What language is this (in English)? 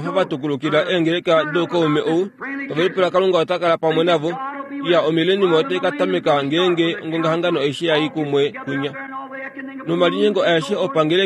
Kuanyama